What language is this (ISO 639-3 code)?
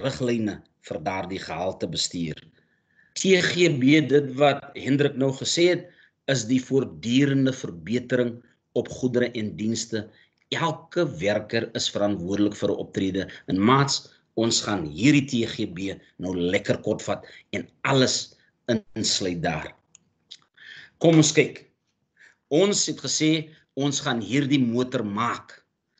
afr